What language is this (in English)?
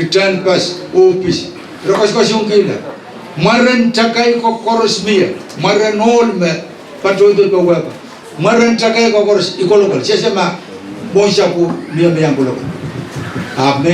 Pohnpeian